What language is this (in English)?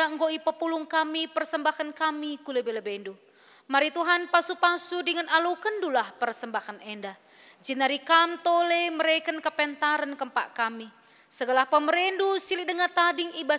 Batak Karo